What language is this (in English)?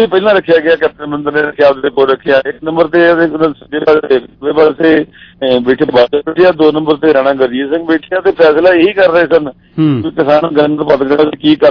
Punjabi